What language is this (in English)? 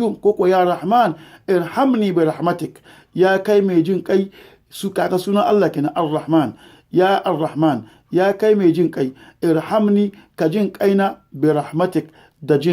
Hausa